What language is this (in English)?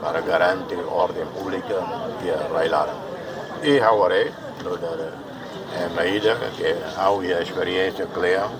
Tetum